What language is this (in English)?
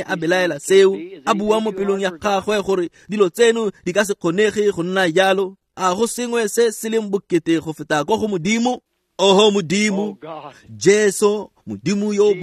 Tswana